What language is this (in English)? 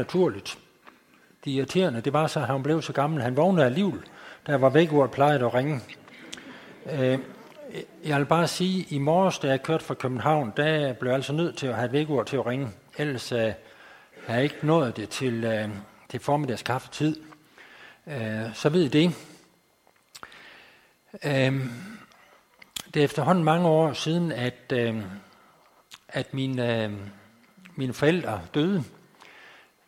Danish